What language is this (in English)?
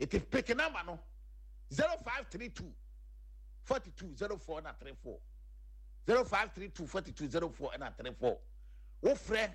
Akan